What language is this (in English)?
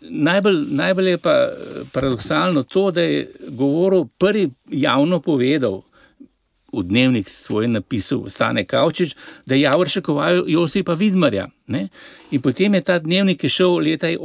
Slovenian